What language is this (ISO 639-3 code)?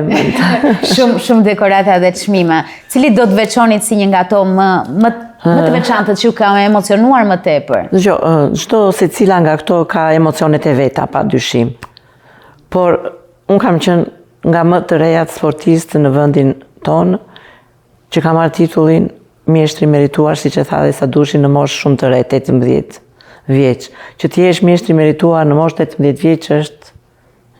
sqi